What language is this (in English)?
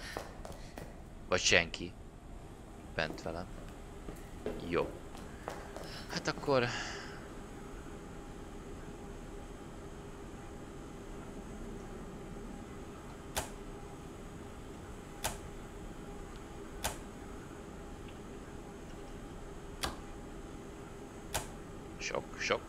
Hungarian